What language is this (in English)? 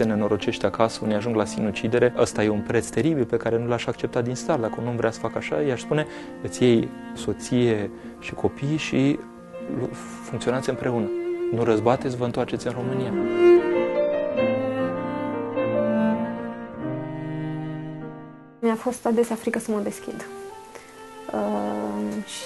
Romanian